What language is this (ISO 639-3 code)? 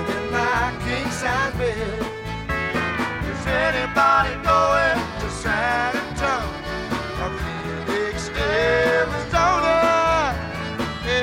eng